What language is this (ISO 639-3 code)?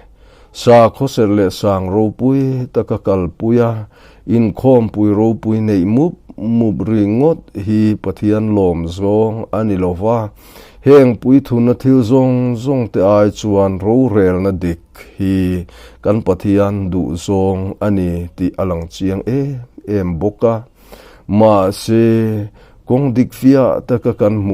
lus